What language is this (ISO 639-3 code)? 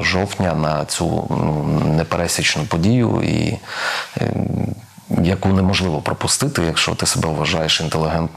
ukr